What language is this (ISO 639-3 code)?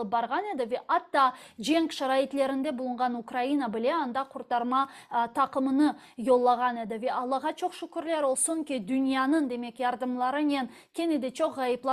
crh